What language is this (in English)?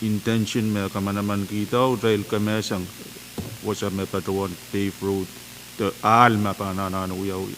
Pohnpeian